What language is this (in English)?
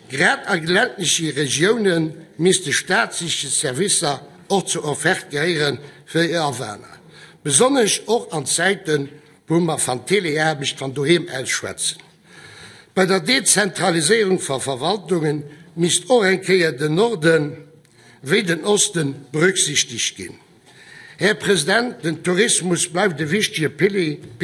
Luxembourgish